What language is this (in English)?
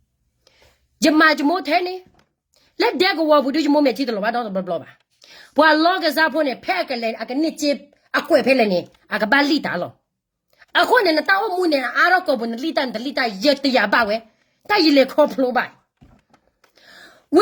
S'gaw Karen